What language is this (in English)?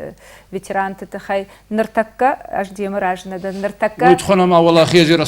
Ossetic